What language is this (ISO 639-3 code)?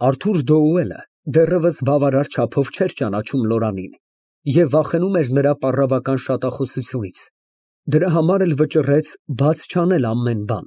hye